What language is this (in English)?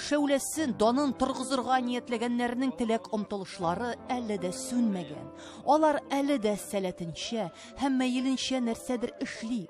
Tatar